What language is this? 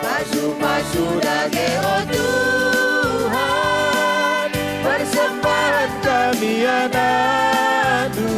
Batak Karo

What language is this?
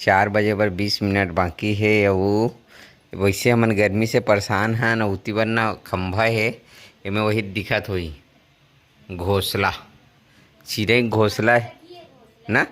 Chhattisgarhi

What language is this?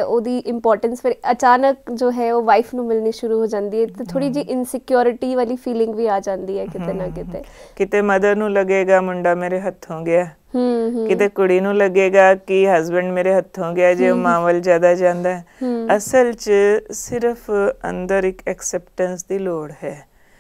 Punjabi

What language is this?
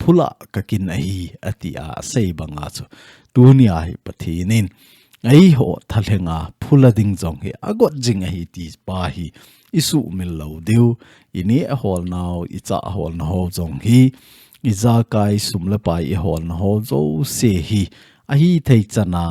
Thado Chin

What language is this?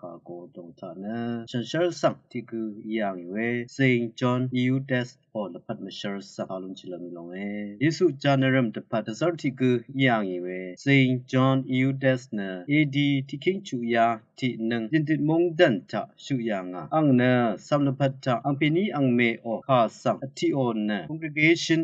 Rawang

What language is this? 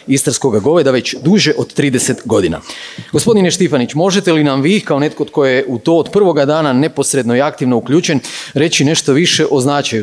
Croatian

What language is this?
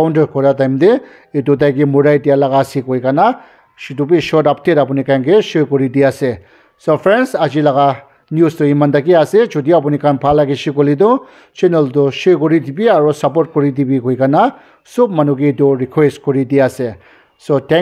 Naga Pidgin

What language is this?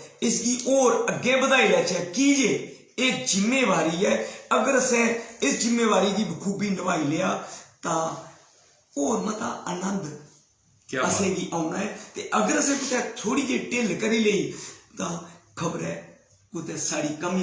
Dogri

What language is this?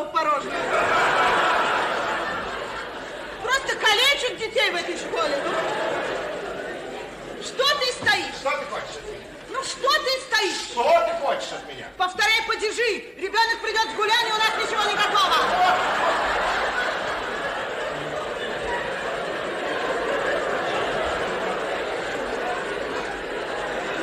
Russian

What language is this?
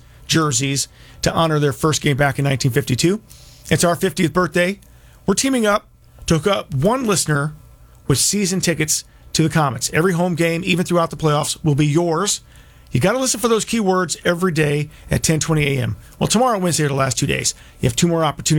English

